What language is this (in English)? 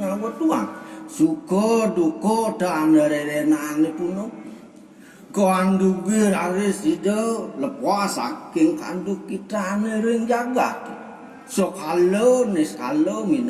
Balinese